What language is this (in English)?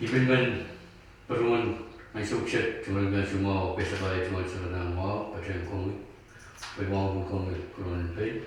Pohnpeian